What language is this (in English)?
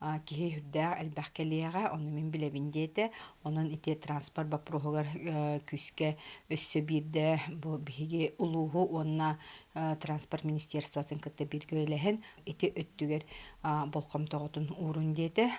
Yakut